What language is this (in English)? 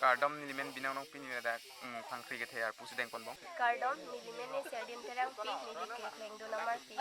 Karbi